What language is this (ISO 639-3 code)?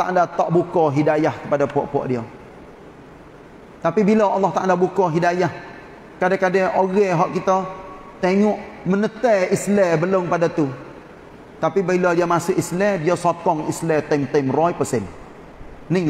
msa